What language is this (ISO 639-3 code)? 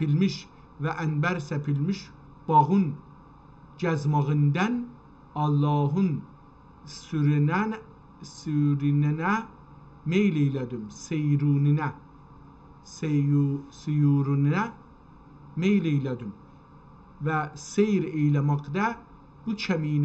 azb